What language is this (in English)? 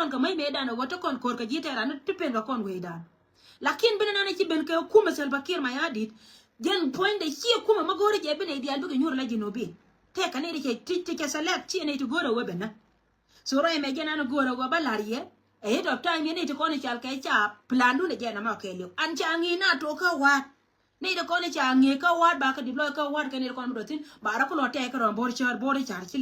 Nuer